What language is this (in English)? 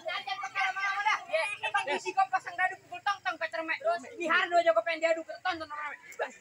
Betawi